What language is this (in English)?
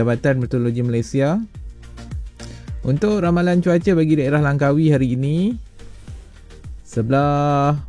Malay